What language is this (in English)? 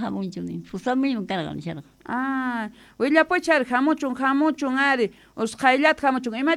South Bolivian Quechua